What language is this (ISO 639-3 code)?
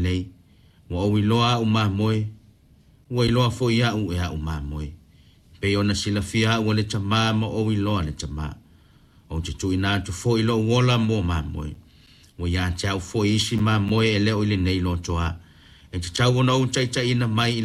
smo